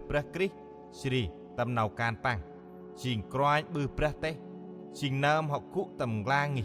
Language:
Central Mnong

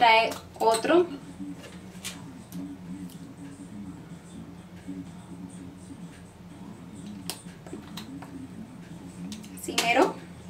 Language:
Spanish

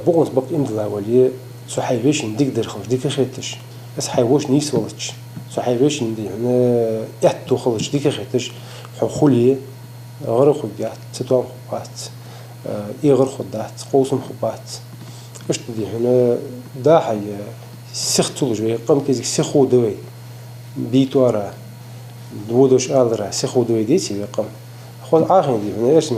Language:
Ingush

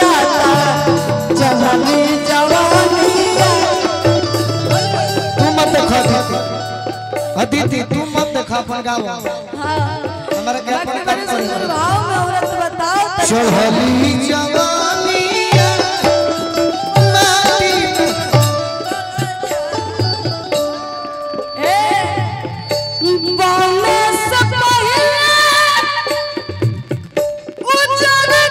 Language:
Bhojpuri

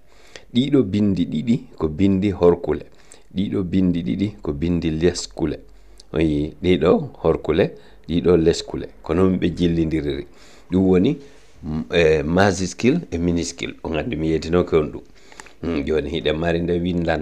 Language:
Fula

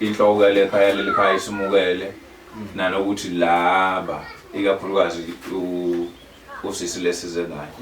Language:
Zulu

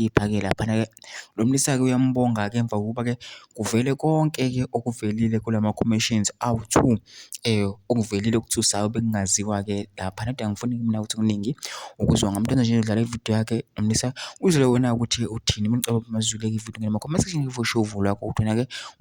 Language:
Zulu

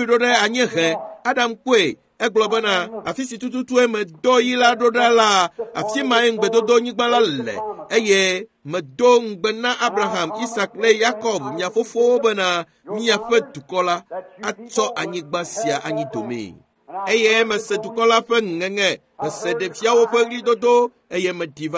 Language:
Ewe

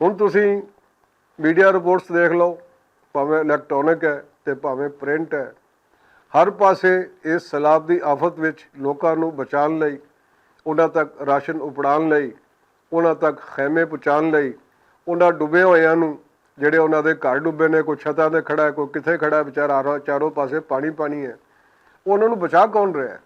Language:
Western Panjabi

